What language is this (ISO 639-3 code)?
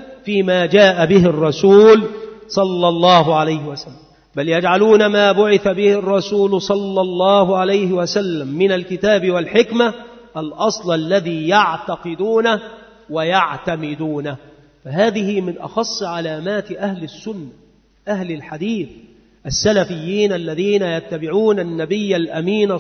ara